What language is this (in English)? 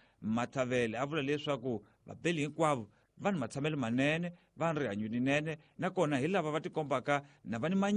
Tsonga